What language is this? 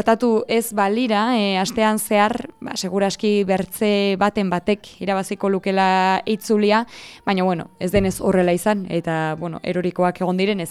Basque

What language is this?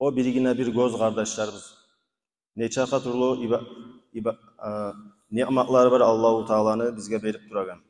Kumyk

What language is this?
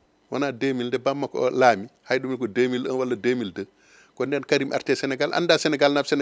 Fula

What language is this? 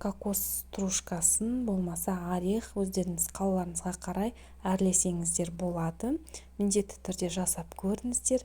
Kazakh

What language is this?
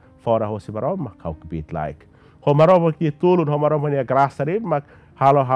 Tetum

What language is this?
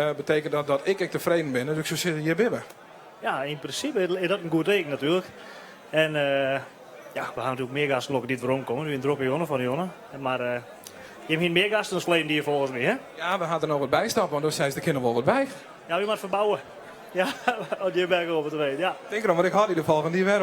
Western Frisian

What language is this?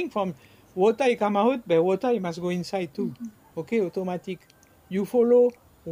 Bislama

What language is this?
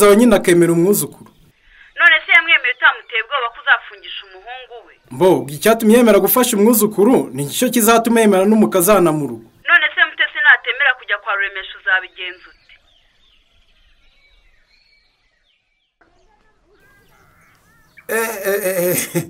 Kinyarwanda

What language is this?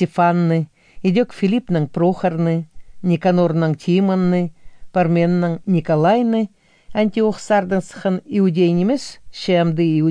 Khakas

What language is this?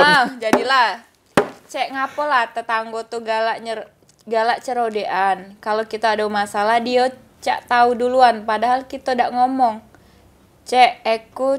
Musi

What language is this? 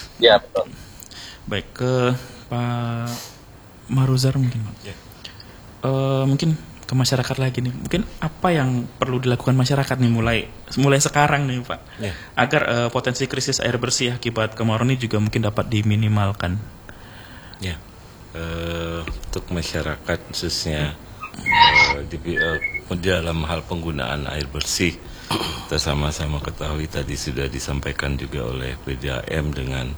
Indonesian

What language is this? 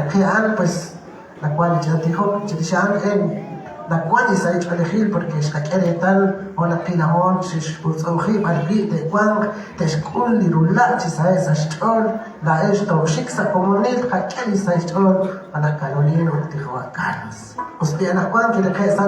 Kekchí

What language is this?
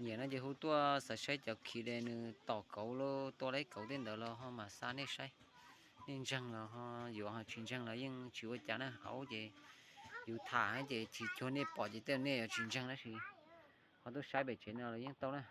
Hmong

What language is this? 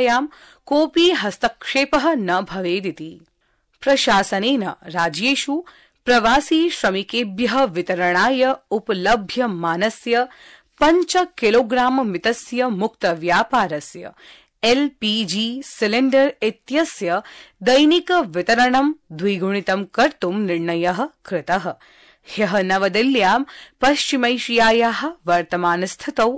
Sanskrit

